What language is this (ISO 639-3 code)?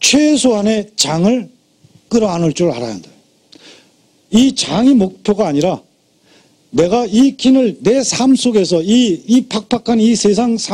kor